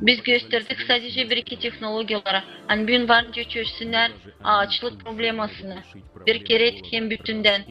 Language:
Gagauz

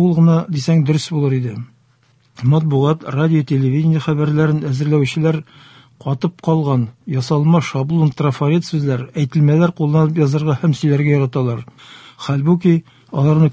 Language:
Tatar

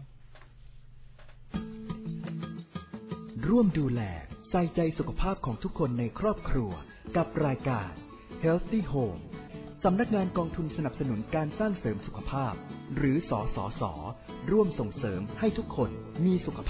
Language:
Thai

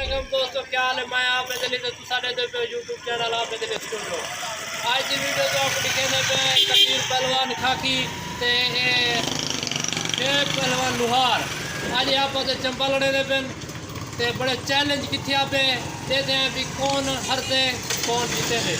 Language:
Saraiki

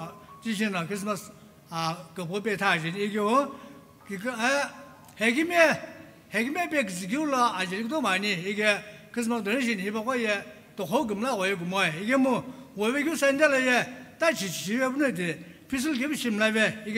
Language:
Sumi Naga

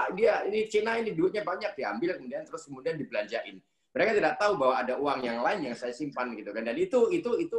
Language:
Indonesian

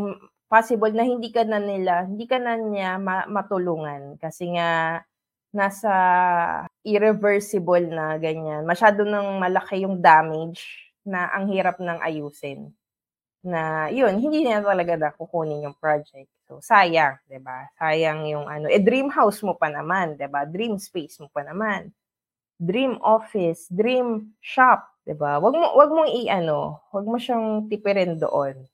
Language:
Filipino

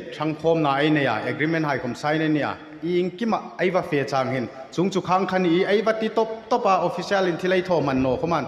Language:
Hmar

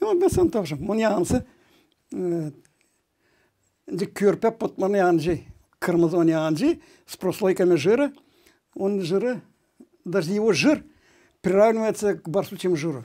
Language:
Gagauz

